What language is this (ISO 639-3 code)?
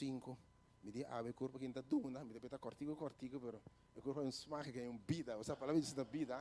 pap